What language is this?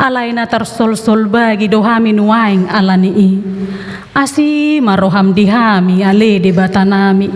Batak Toba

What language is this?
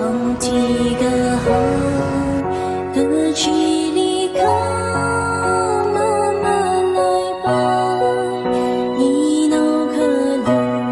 Tangkhul Naga (India)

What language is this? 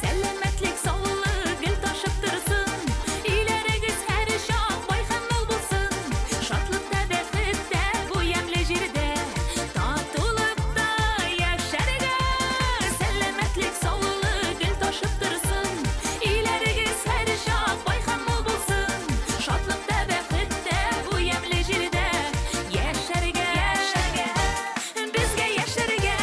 Bashkir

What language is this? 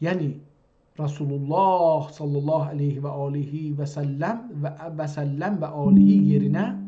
South Azerbaijani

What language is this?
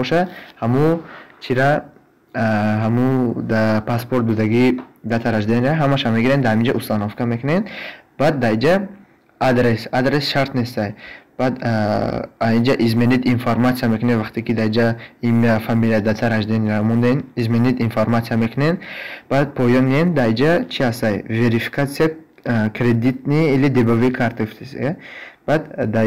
Tajik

